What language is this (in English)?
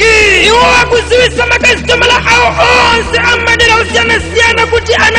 Nyanja